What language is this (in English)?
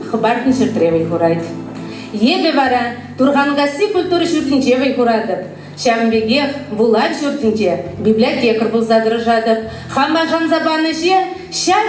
Chuvash